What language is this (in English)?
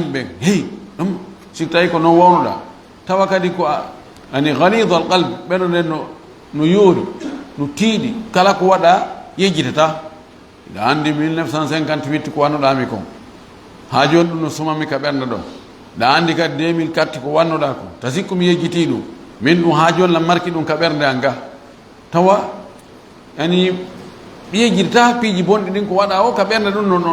Fula